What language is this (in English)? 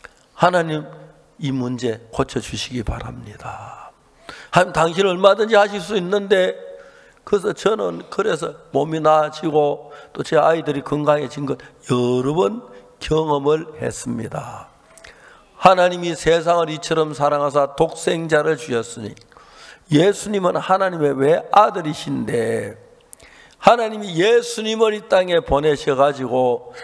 Korean